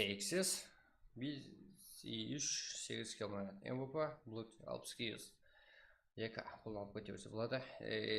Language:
Kara-Kalpak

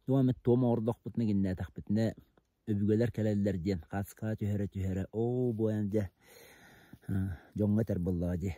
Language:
Yakut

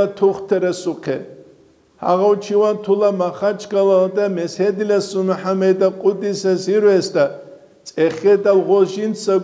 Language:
Avaric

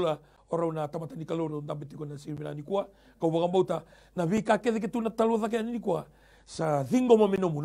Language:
Fijian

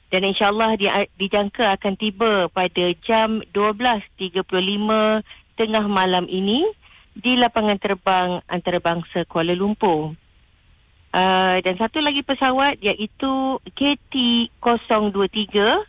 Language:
Malay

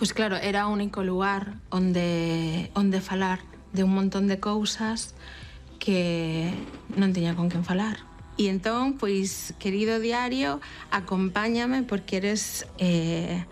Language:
Galician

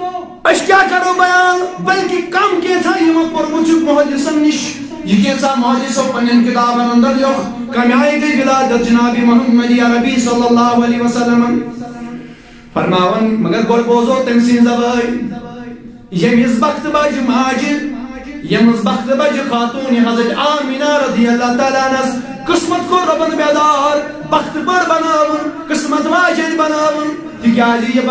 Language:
Kashmiri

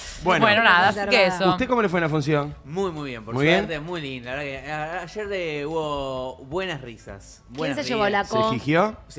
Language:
Spanish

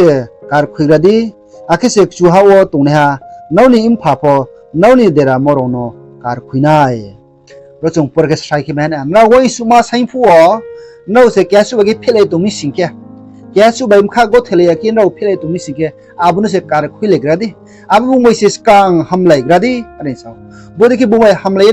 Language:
Riang (India)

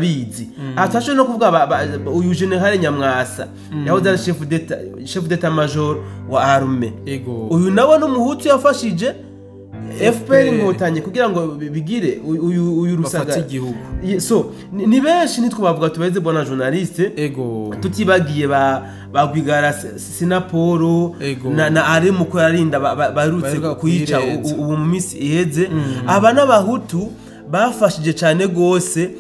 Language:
Rundi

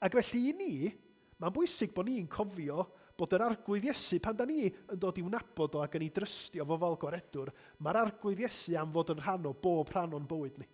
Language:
Welsh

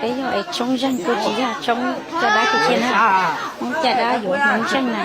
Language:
Hmong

